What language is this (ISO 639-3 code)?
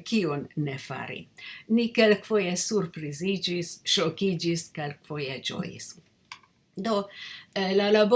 epo